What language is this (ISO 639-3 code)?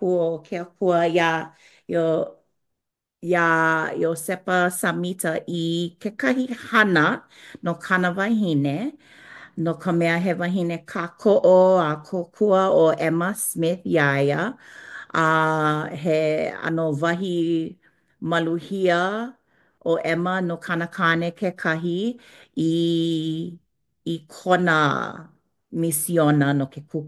haw